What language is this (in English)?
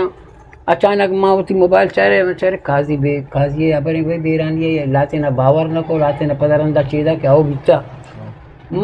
Eastern Balochi